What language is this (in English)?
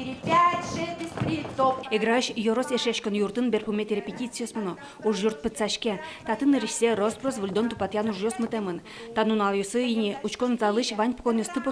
Udmurt